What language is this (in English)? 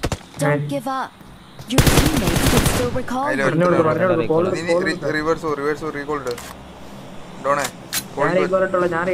Malayalam